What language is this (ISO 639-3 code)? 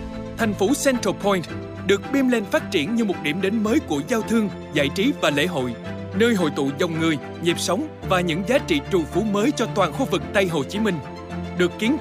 vie